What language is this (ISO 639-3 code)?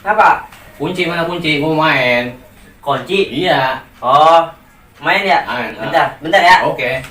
bew